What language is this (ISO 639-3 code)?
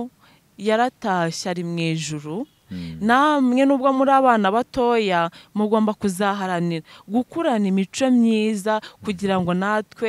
kin